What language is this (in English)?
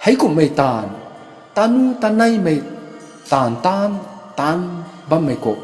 Rongmei Naga